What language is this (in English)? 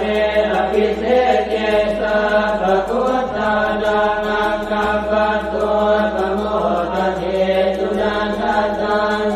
Pali